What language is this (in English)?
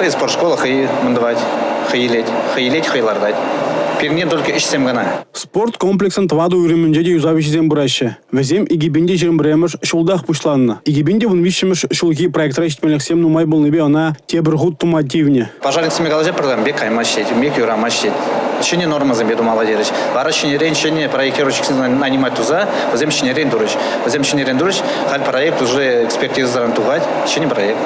Chuvash